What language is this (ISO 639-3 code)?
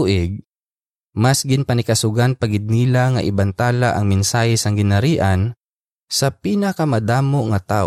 hil